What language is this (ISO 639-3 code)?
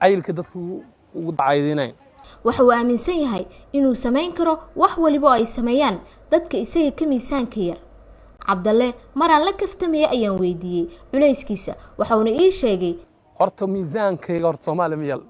som